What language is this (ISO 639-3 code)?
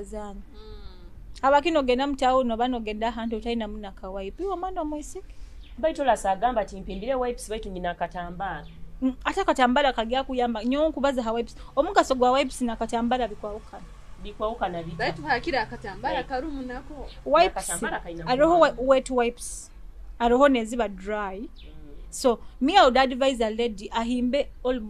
nyo